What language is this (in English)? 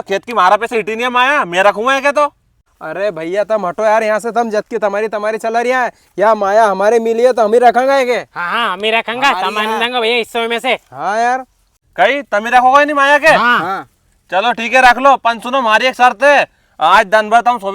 Rajasthani